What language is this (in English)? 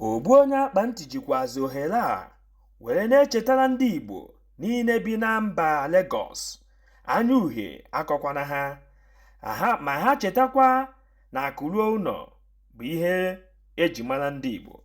Igbo